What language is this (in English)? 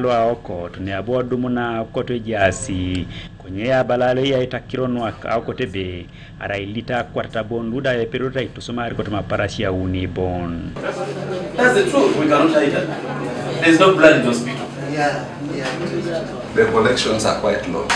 Teso